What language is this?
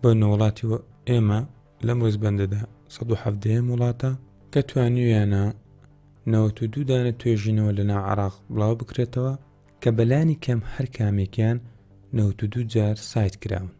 Central Kurdish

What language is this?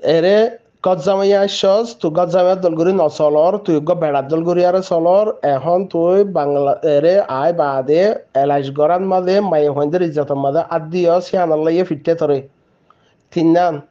Rohingya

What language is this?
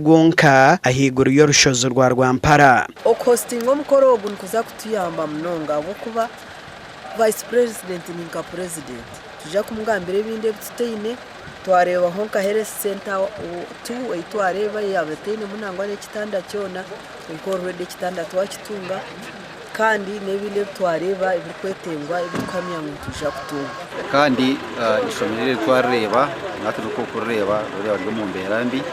Nyankole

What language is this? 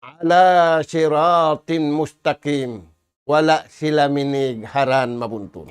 Tausug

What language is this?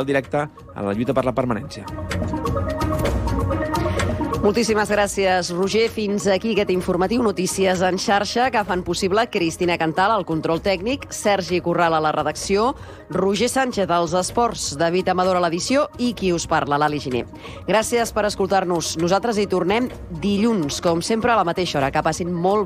Catalan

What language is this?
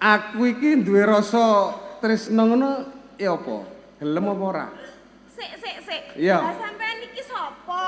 Javanese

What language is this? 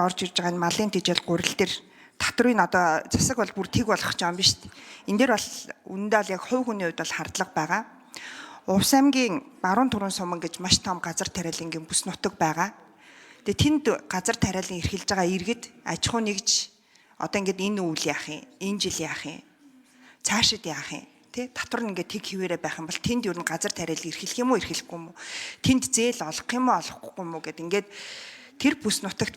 Mongolian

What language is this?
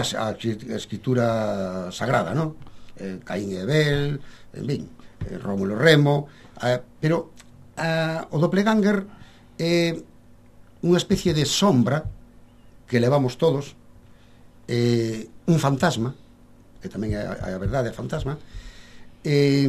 Galician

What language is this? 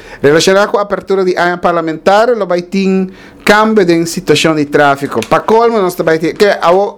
Papiamento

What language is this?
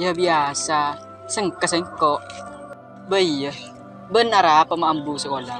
Madurese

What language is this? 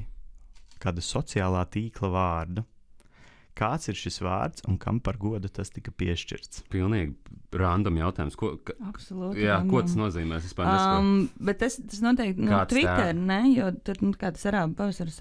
Latvian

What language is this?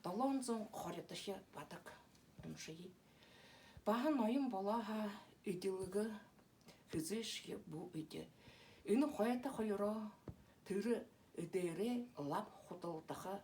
Buriat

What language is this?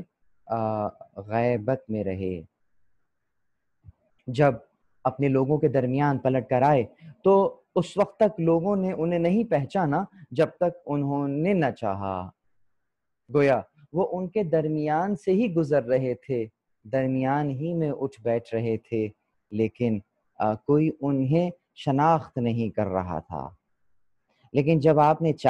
Urdu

